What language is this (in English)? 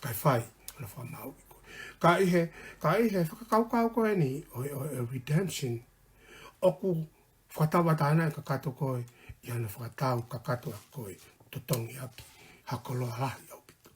Tongan